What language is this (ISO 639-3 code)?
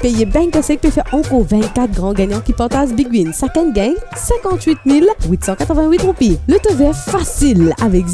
mfe